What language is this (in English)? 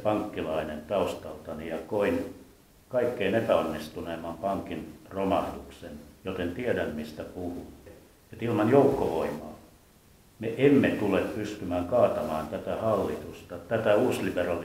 Finnish